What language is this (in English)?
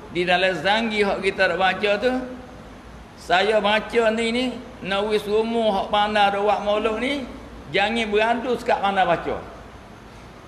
Malay